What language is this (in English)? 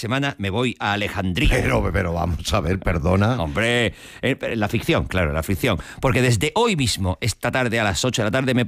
Spanish